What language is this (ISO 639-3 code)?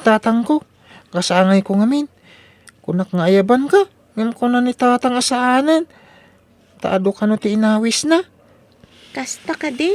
ilo